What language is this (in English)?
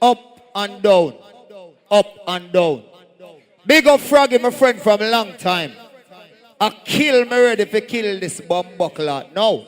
Jamaican Creole English